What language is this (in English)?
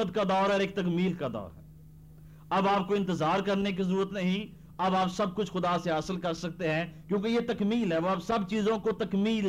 Urdu